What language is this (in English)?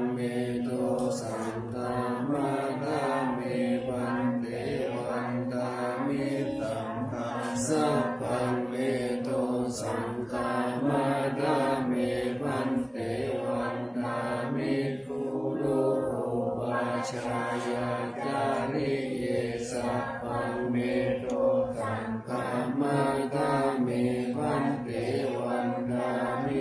Pali